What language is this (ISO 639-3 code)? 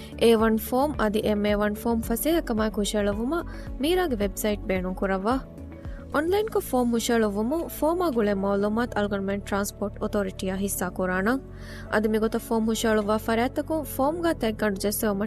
div